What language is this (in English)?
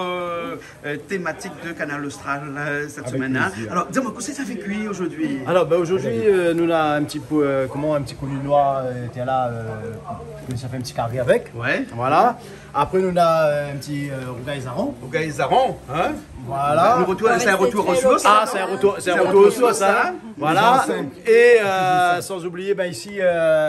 Réunion Creole French